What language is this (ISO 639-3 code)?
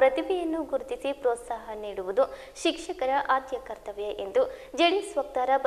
kan